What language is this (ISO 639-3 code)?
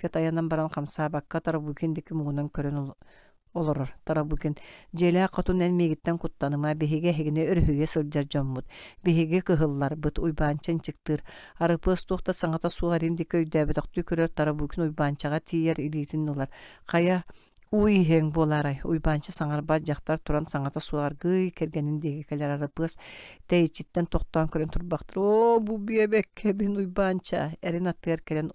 sah